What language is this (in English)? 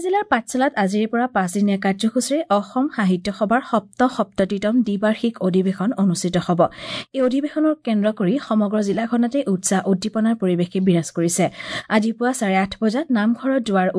Assamese